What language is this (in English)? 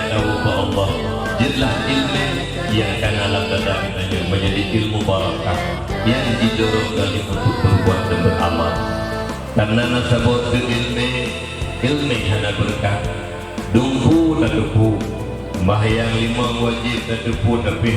Achinese